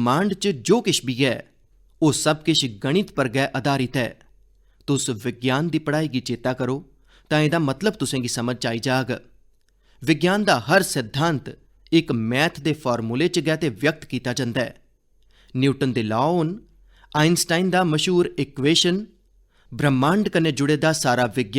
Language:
Dogri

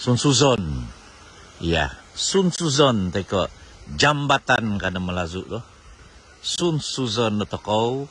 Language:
Central Dusun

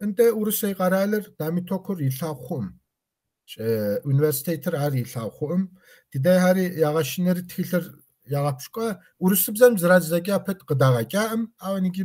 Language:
Kabardian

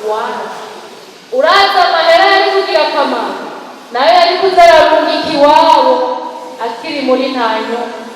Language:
Rundi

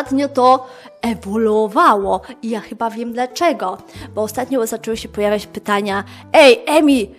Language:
Polish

